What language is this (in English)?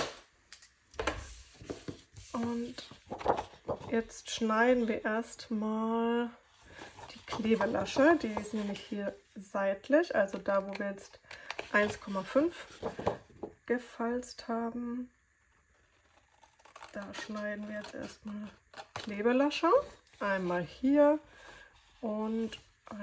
German